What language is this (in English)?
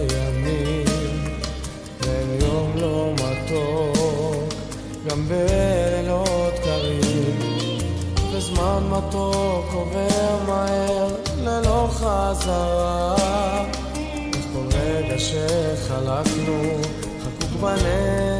Hebrew